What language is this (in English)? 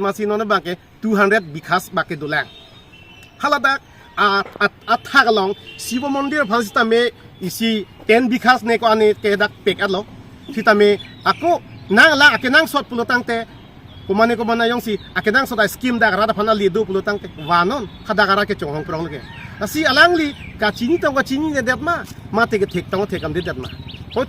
Karbi